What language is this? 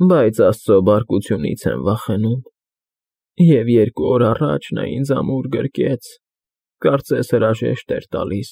Armenian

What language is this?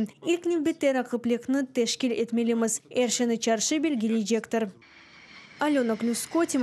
Crimean Tatar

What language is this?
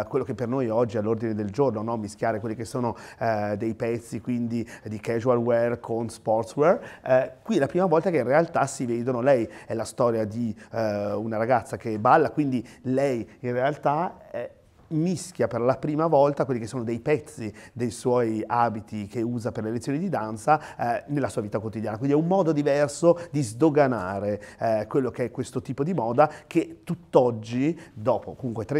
Italian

